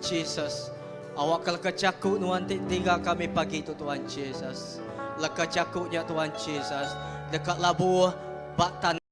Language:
Iban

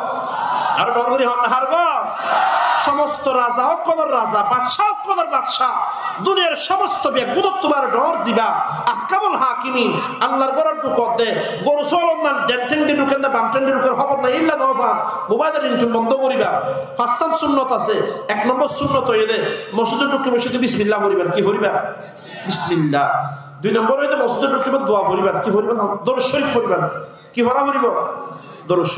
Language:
Rohingya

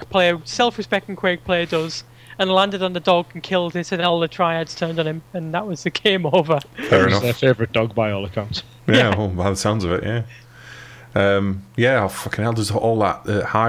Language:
English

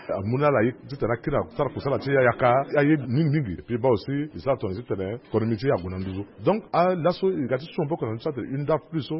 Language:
Sango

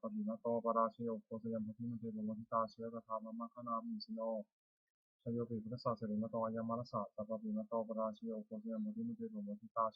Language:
Pali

